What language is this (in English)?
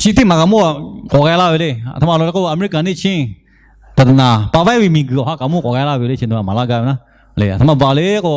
Lahu